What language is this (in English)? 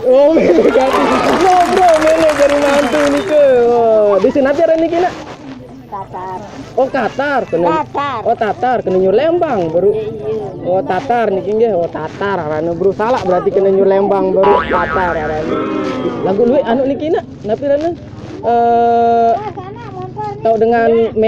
Sasak